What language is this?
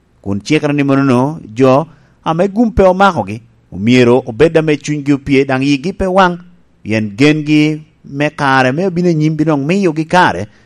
Lango (Uganda)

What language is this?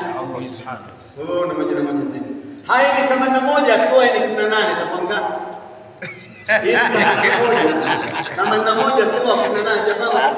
Swahili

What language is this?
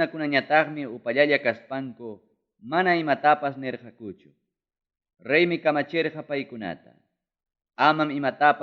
Ayacucho Quechua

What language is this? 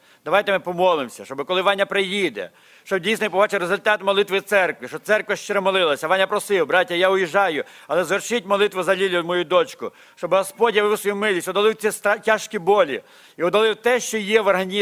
Ukrainian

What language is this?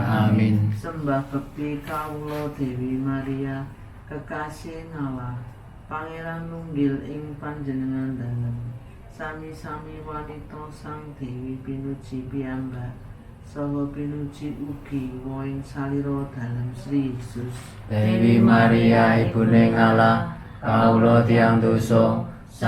Javanese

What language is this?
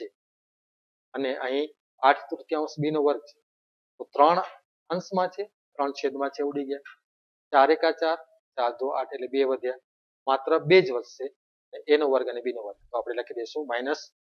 Gujarati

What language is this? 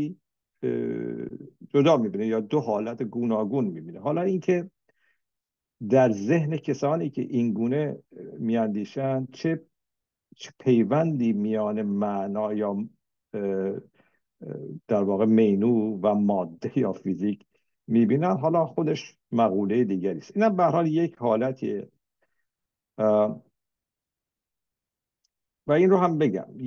Persian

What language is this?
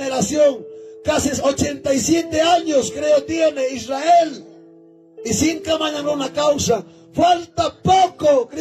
Ayacucho Quechua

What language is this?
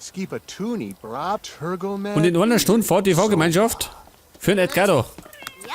Bavarian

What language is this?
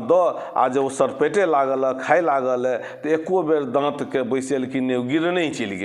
Maithili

